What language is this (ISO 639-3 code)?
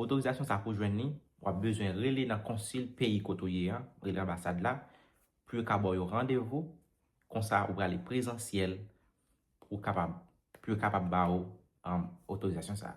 hat